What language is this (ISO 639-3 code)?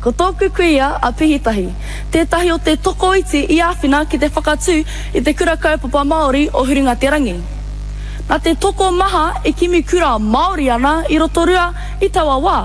mri